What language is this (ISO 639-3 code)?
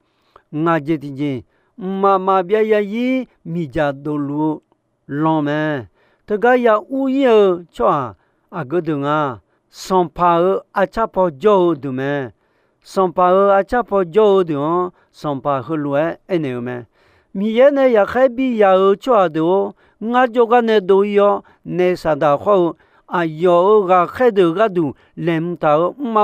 ahk